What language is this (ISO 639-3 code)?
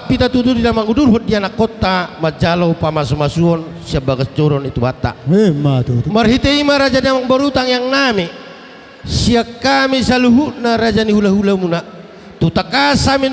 bbc